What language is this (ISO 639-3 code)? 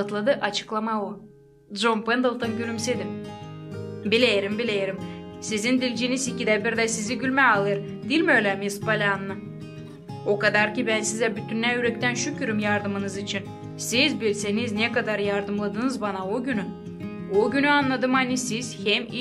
gag